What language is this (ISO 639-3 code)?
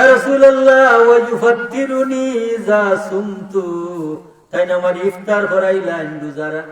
syl